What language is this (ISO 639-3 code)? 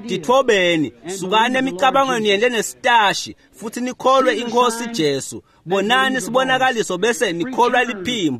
ssw